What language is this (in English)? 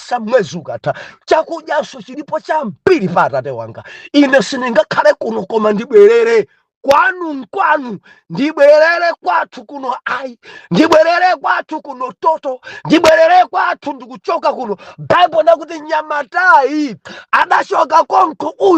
Nyanja